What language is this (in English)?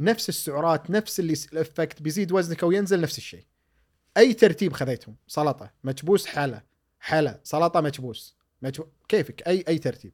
Gulf Arabic